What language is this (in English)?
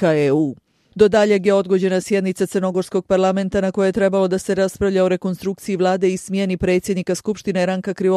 Bosnian